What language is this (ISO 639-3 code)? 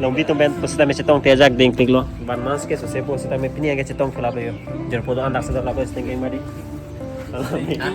mjw